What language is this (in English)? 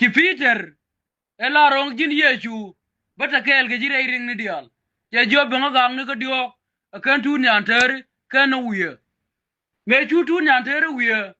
Nuer